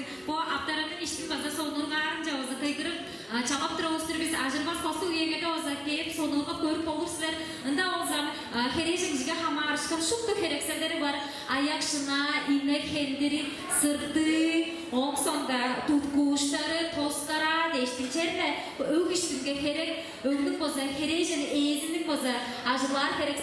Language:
Tuvinian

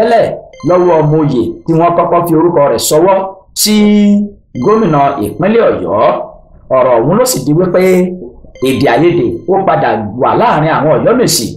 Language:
Yoruba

